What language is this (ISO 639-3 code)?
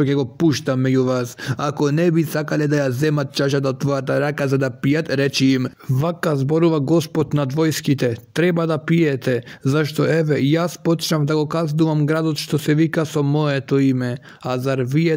mkd